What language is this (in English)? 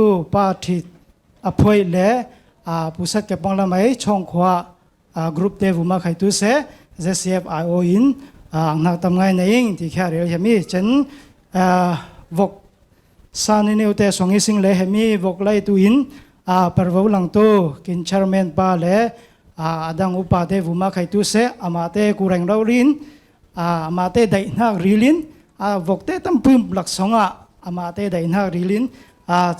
Falam Chin